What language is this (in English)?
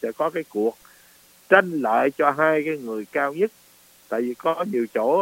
Vietnamese